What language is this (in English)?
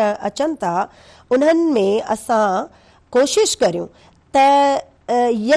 Sindhi